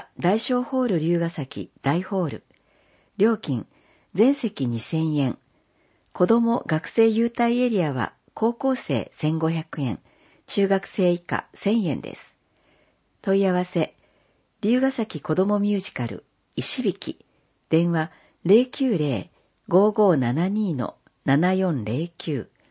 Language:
Japanese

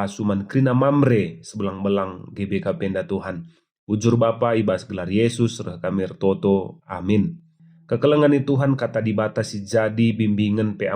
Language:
Batak Karo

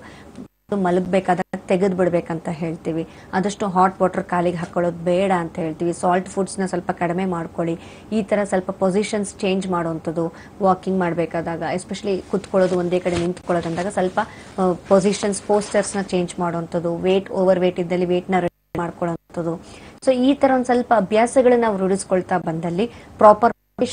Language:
Kannada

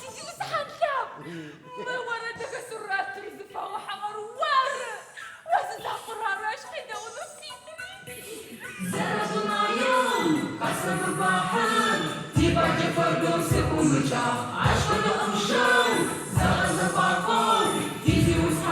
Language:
Adyghe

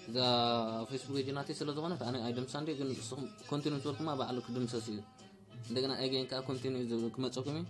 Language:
Tigrinya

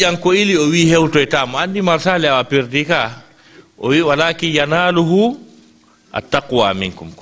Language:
Fula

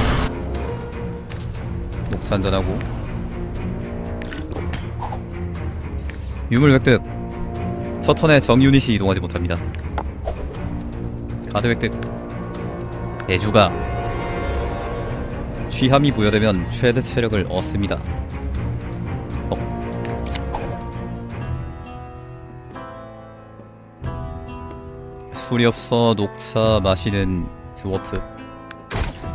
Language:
Korean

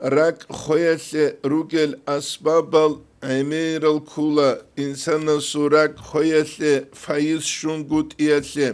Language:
Avaric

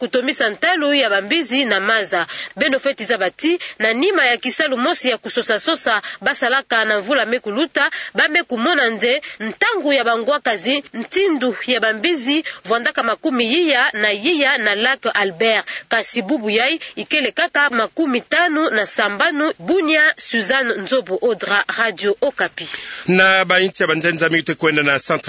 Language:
Kituba (Democratic Republic of Congo)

